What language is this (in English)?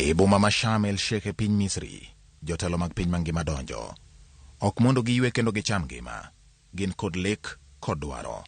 Luo (Kenya and Tanzania)